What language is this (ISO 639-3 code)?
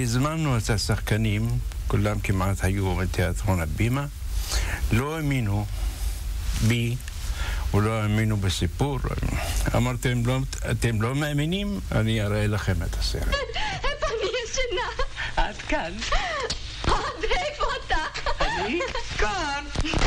heb